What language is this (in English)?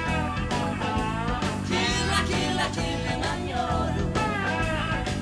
Swedish